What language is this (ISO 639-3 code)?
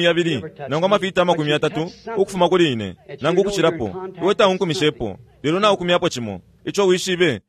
bem